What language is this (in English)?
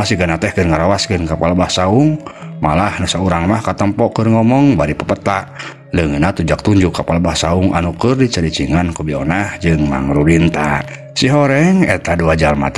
Sundanese